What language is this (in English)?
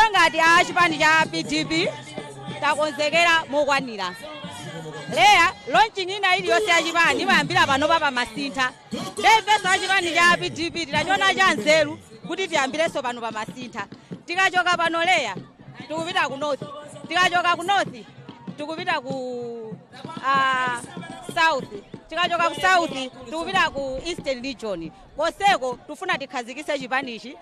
Nyanja